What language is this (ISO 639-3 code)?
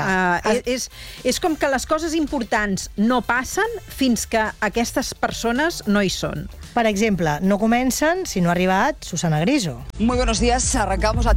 cat